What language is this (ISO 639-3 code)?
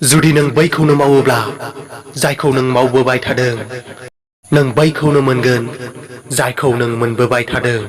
brx